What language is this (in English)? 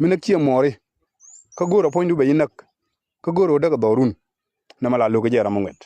Nuer